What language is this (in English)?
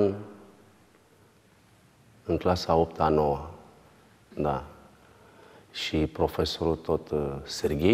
Romanian